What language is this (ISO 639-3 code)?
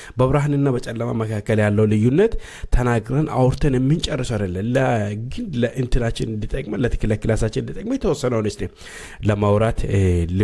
amh